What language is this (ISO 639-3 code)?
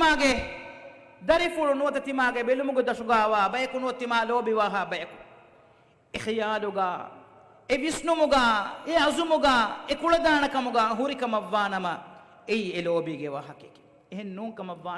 div